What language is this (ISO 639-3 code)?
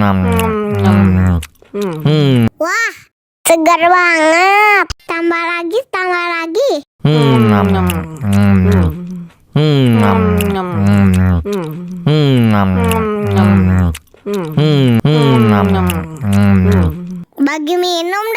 bew